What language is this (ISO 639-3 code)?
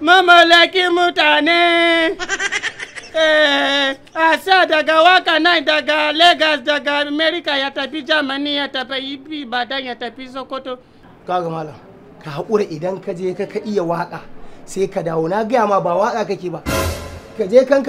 hau